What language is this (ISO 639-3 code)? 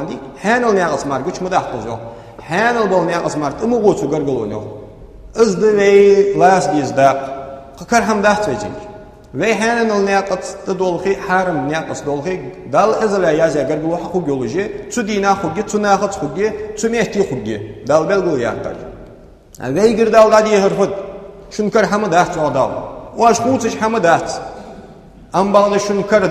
inh